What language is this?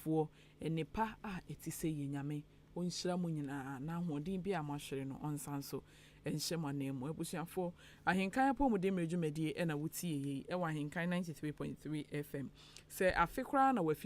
Akan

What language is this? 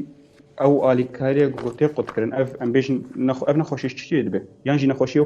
Kurdish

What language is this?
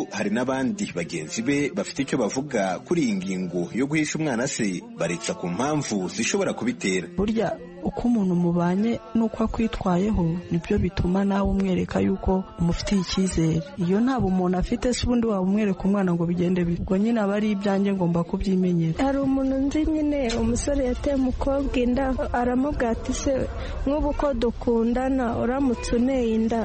Kinyarwanda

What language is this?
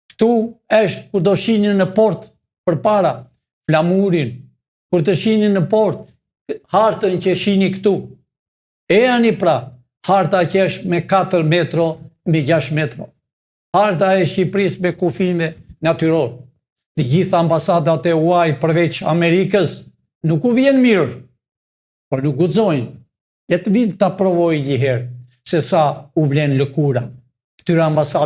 Albanian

